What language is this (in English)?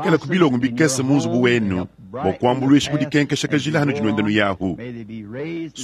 Luba-Lulua